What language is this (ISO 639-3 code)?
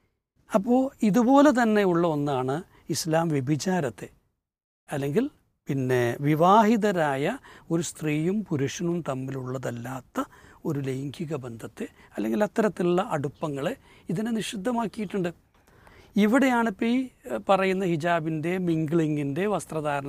mal